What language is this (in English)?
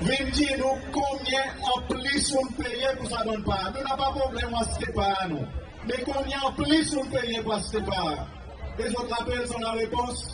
Seselwa Creole French